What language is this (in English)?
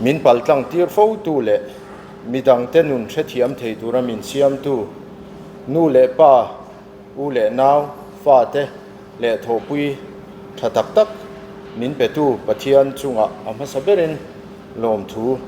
Mizo